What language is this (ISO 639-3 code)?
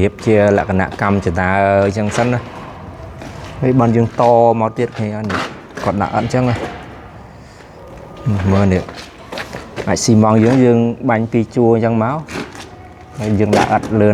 khm